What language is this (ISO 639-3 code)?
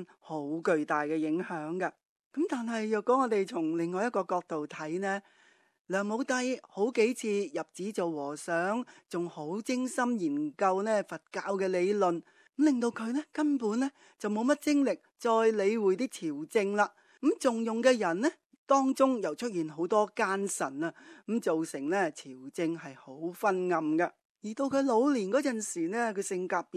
yue